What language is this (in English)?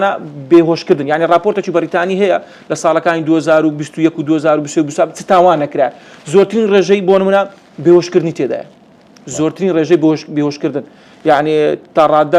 Central Kurdish